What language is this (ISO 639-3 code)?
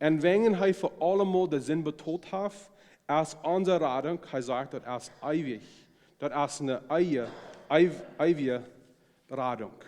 pdt